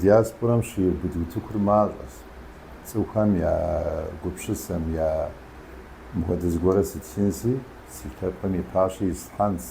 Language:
Kabardian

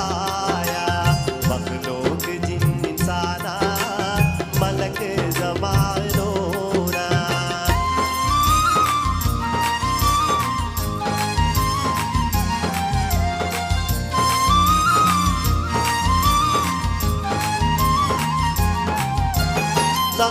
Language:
Malayalam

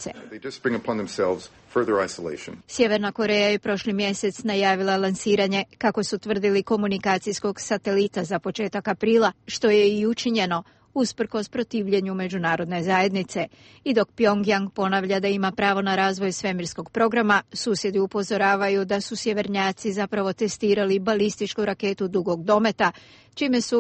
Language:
Bosnian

